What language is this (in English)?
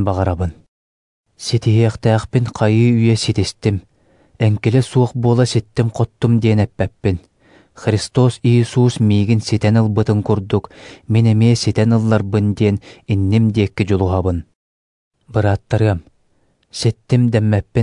Yakut